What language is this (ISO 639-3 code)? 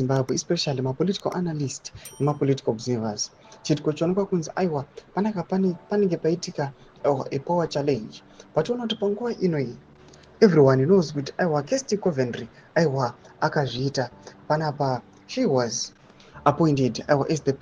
sna